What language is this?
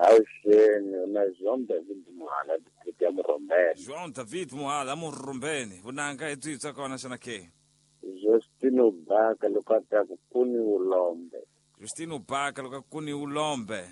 Tsonga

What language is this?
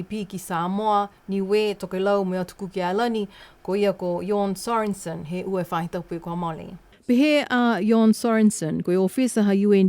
Niuean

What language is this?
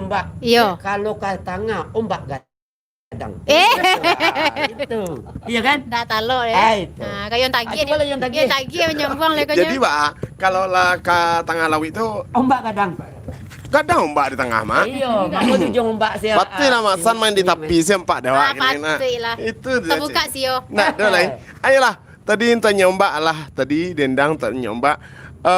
Minangkabau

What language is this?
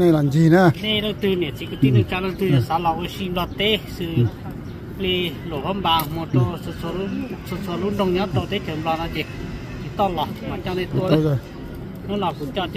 Hmong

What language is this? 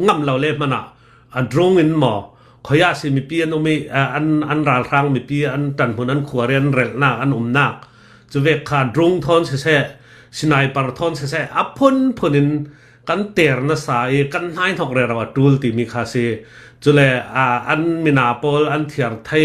Hakha Chin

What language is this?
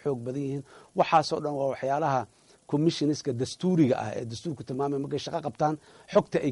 Somali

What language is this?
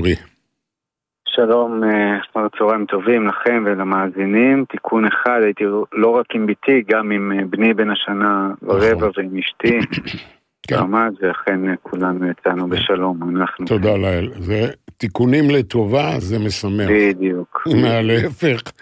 Hebrew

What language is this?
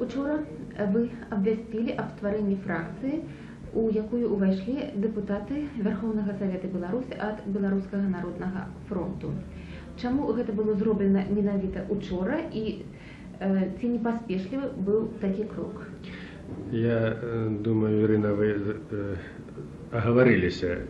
Belarusian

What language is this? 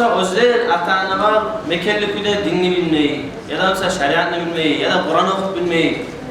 Kumyk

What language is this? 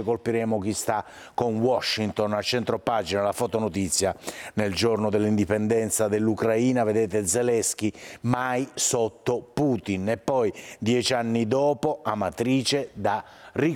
Italian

